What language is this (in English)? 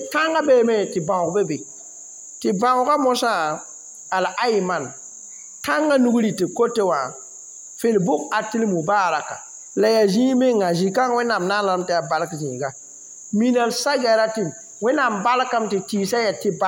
Mossi